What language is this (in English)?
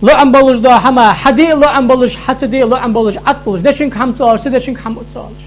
Ingush